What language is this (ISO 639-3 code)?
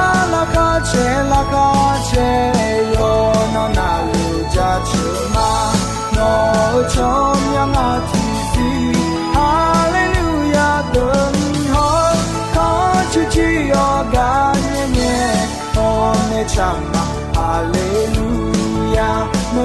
ahk